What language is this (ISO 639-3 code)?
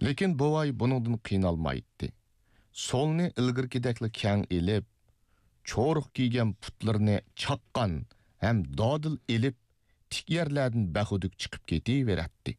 uig